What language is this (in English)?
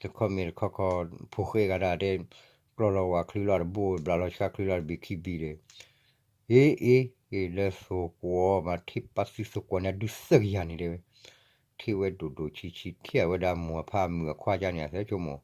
S'gaw Karen